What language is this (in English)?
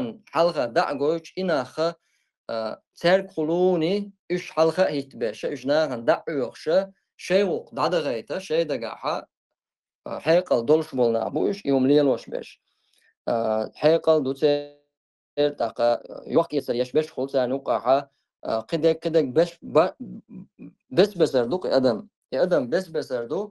Chechen